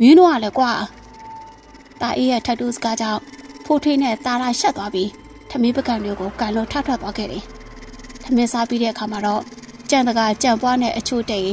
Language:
Burmese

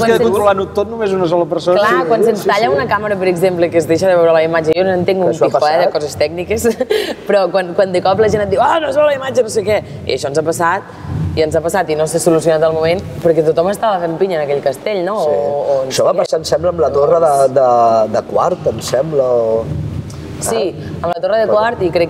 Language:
Catalan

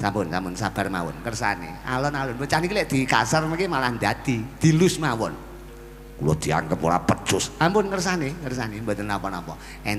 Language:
Javanese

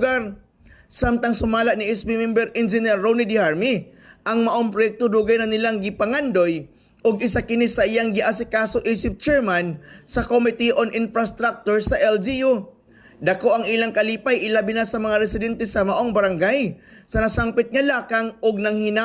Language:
Cebuano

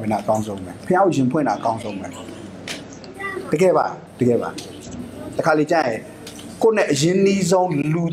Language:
Burmese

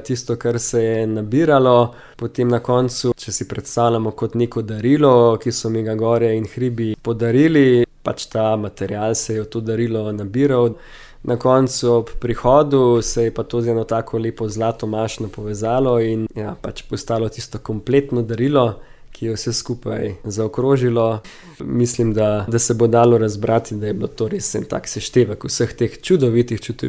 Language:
Slovenian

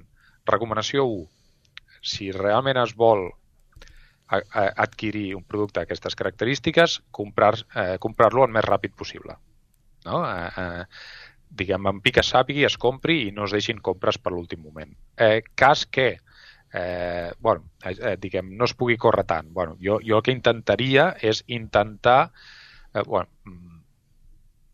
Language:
Catalan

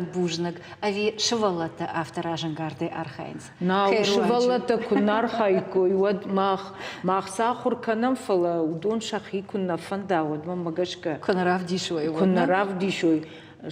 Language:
Ossetic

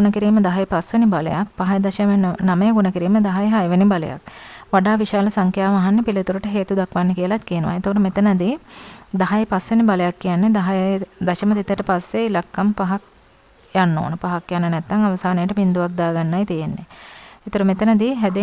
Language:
Sinhala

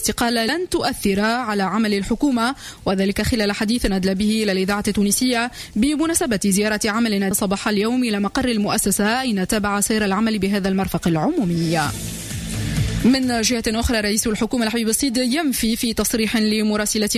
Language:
Tunisian Arabic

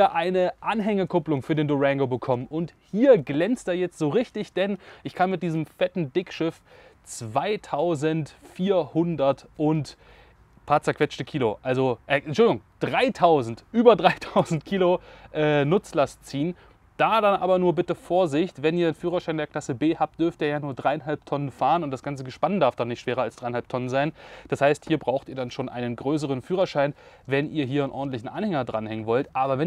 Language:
German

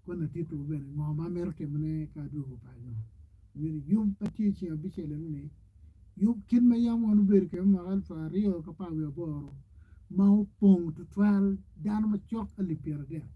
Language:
Acoli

